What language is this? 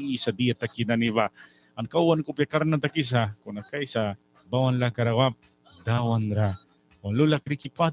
Mískito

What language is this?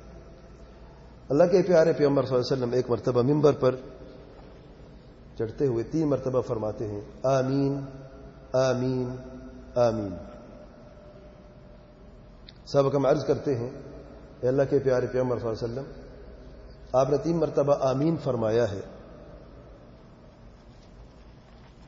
Urdu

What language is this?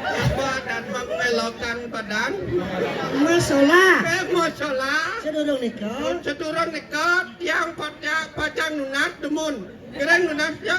Balinese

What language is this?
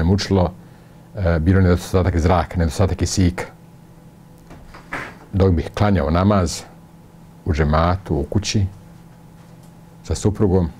Bosnian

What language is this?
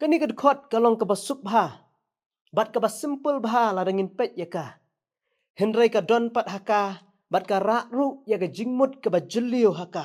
Khasi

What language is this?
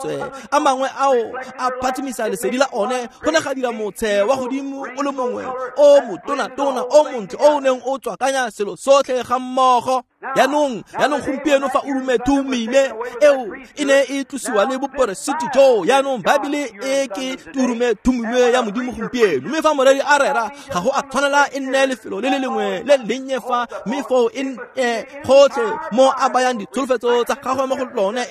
Tswana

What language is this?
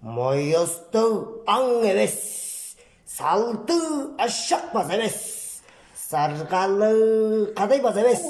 Tuvinian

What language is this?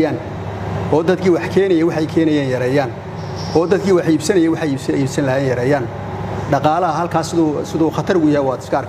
Somali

